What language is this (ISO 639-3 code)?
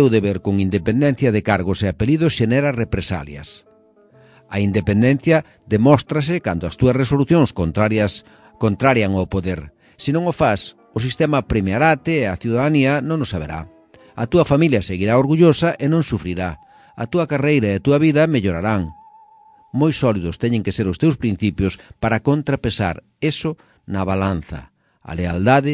glg